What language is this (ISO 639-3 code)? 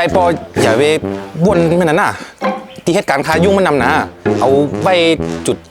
shn